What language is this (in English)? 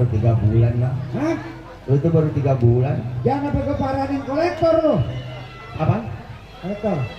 Betawi